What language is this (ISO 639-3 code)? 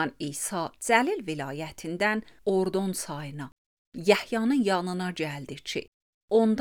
aze